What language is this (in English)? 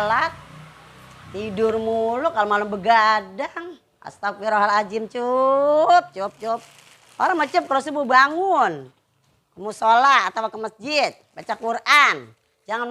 Betawi